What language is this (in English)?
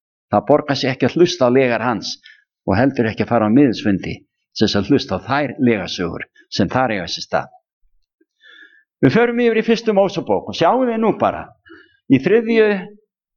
Icelandic